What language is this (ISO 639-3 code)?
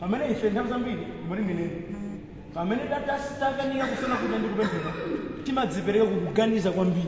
nya